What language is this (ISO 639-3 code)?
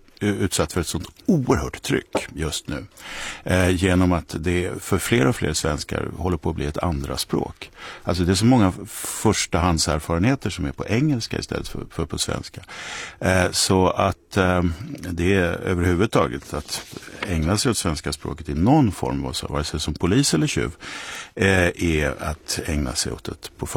swe